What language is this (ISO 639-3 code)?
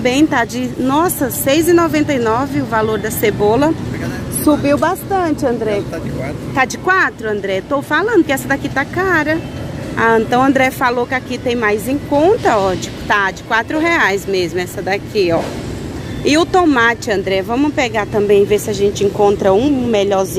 por